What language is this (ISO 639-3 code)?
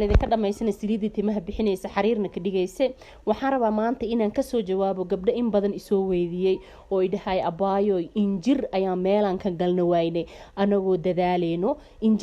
som